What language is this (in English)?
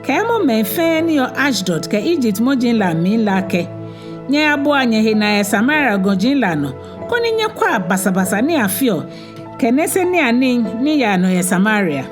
Ga